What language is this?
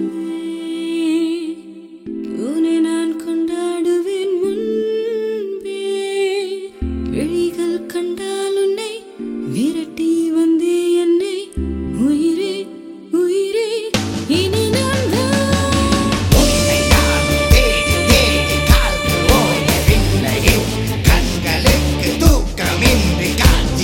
Tamil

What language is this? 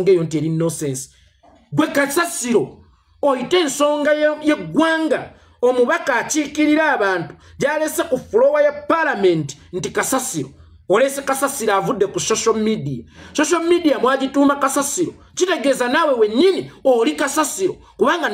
Ganda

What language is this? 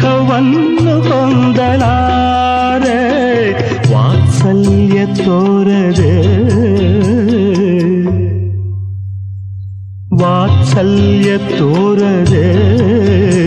Kannada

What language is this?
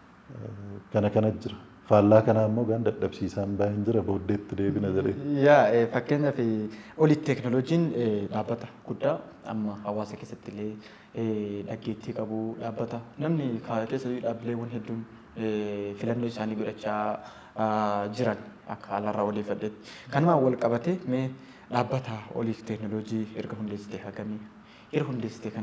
Oromo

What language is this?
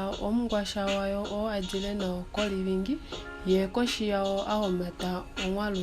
Kuanyama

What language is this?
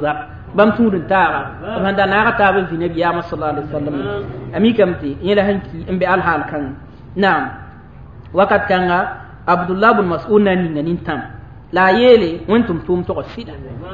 Mossi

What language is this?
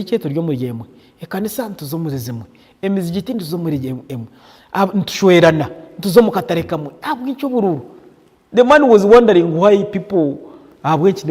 Nyankole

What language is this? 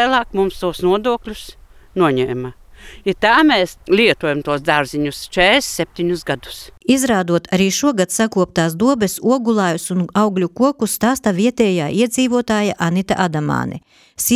Latvian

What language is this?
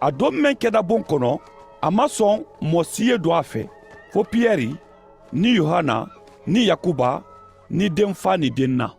Mandingo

